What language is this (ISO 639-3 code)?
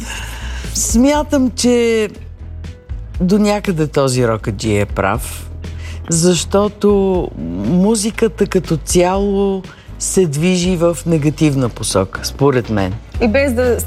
bul